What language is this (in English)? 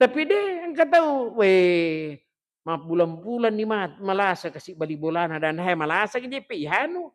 Buginese